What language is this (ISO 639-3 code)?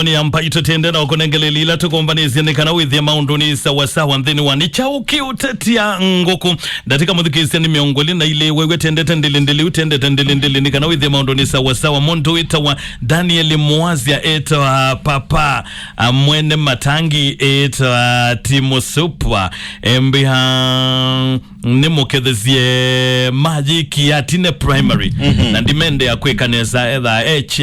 kam